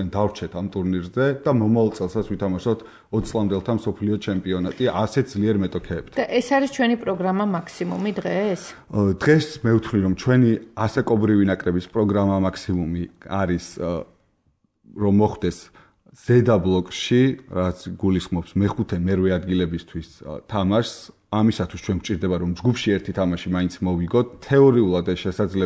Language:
Georgian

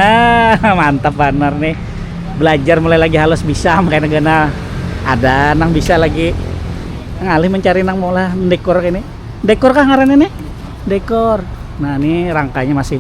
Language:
Banjar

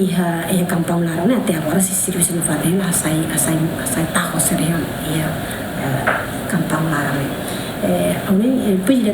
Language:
Tetum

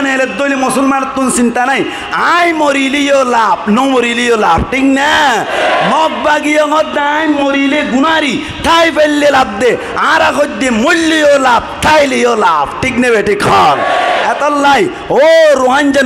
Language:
Rohingya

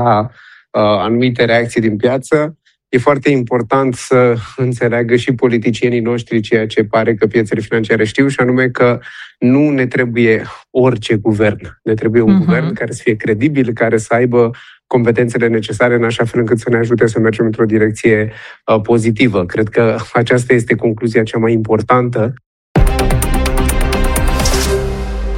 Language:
Romanian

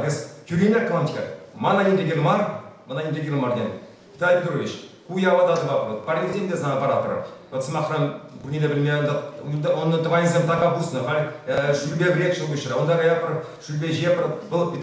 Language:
Chuvash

